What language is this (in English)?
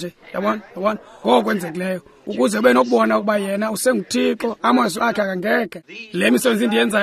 Xhosa